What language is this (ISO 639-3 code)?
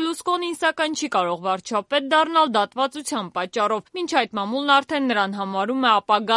hye